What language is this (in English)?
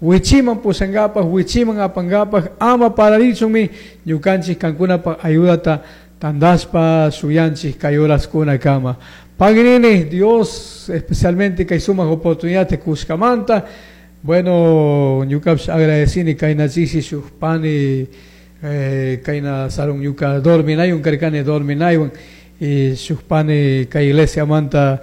Chimborazo Highland Quichua